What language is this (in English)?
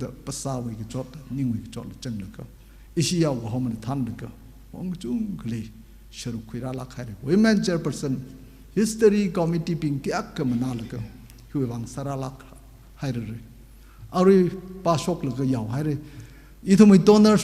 Tangkhul Naga (India)